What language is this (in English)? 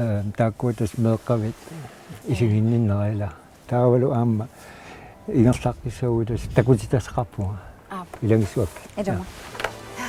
Kalaallisut